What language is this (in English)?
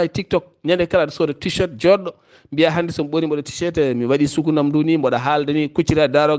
Fula